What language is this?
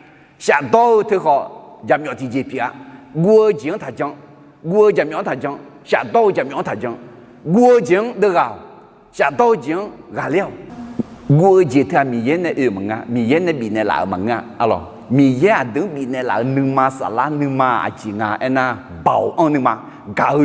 Akha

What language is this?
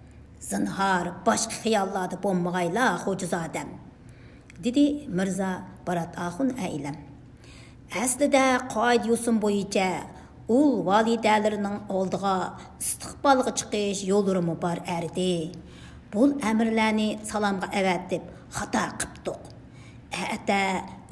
Uyghur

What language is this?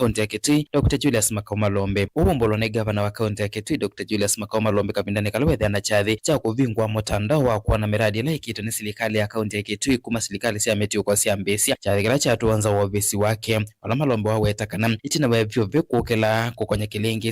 Kamba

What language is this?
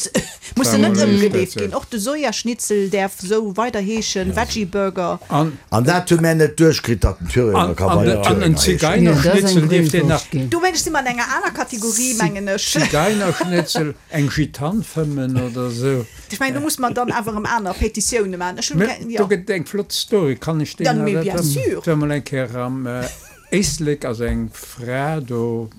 Luxembourgish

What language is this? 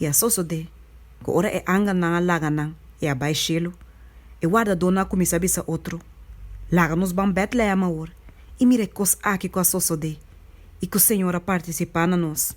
Papiamento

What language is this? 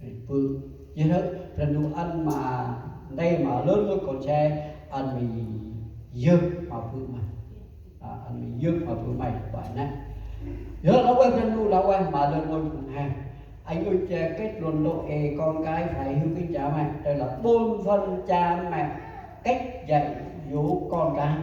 Central Mnong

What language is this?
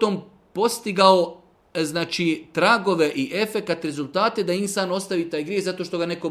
Bosnian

